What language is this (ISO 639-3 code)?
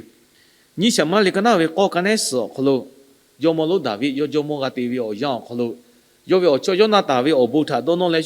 lhu